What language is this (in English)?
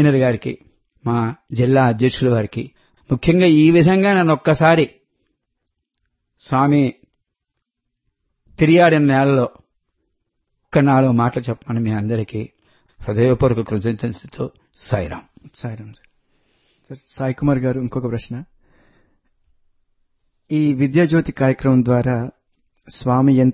Telugu